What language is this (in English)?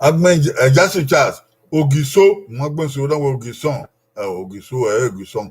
Bini